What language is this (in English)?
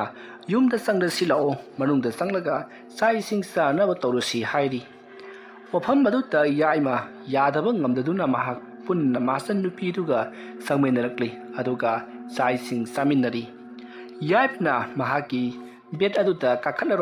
Manipuri